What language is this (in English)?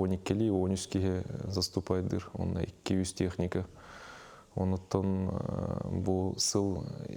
Yakut